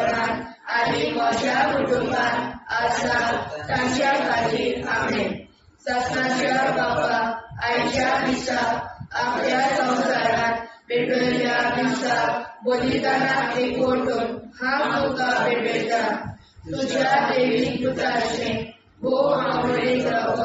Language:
Konkani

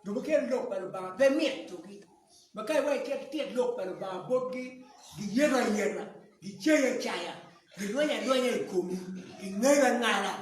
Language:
Acoli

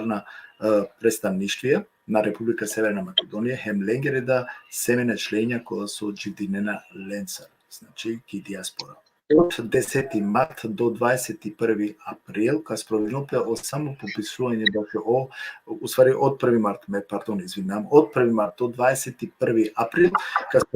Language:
Balkan Romani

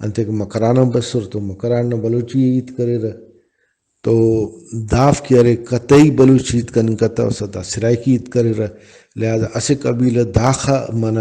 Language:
Brahui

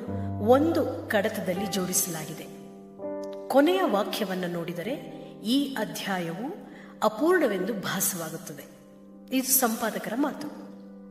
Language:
Kannada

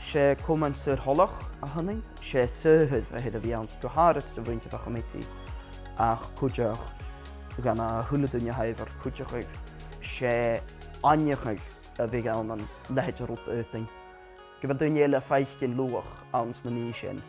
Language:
Scottish Gaelic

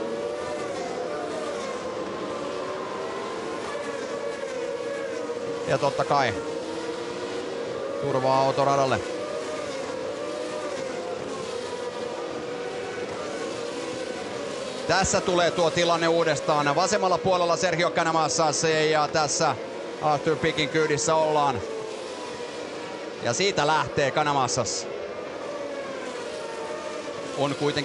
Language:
Finnish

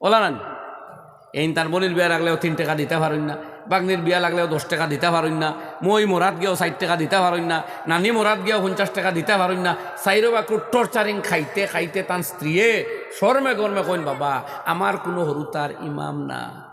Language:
Sylheti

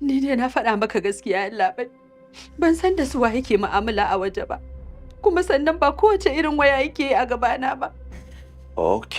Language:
Hausa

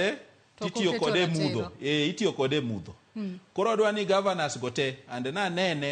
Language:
Luo (Kenya and Tanzania)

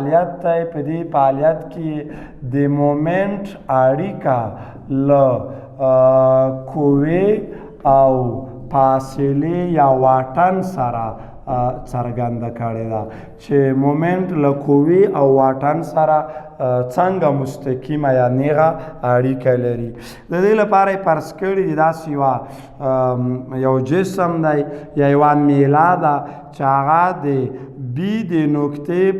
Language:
Pashto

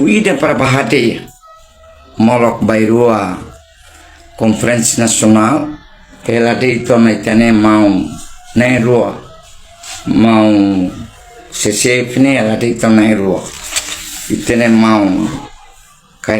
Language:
Tetum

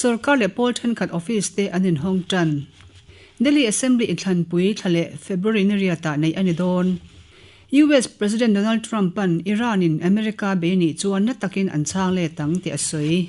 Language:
Mizo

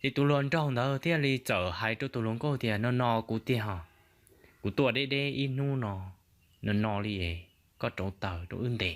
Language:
Hmong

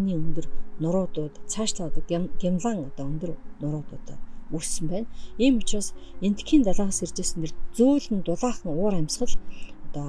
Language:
Mongolian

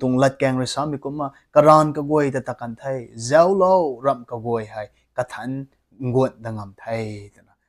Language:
Rongmei Naga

